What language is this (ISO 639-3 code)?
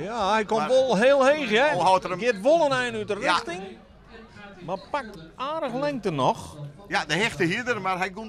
fry